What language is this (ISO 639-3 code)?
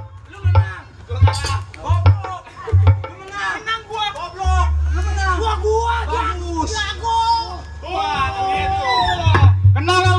bew